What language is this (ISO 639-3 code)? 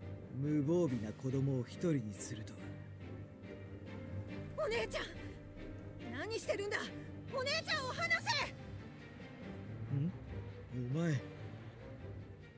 jpn